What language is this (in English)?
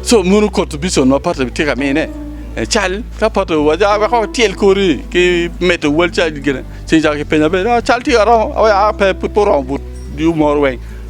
Acoli